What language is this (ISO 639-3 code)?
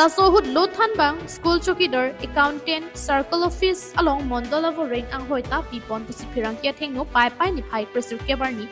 mjw